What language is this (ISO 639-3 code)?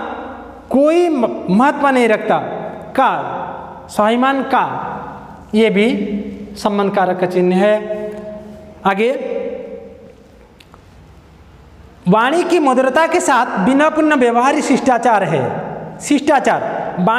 hin